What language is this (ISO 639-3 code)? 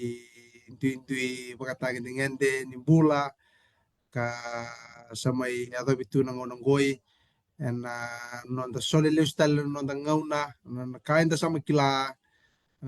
fij